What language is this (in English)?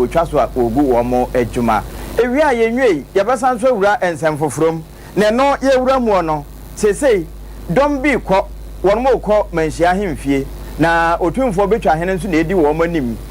Akan